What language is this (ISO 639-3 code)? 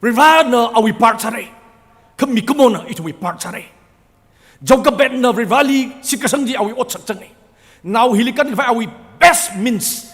nmf